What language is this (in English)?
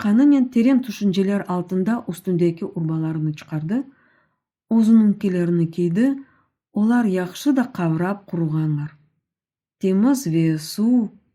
Crimean Tatar